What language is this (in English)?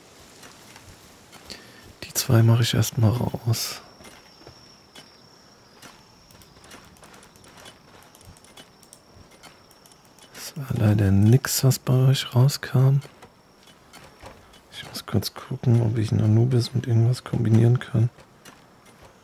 German